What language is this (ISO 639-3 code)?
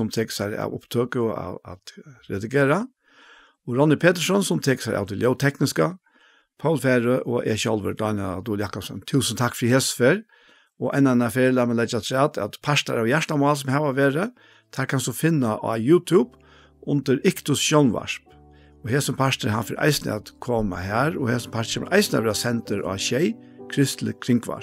fao